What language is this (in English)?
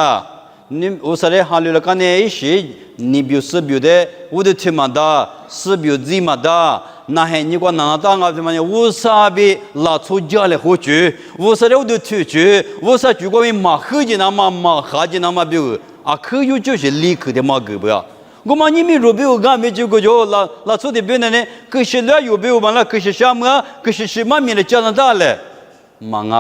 Lisu